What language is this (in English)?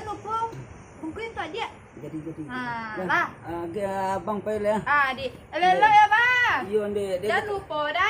Minangkabau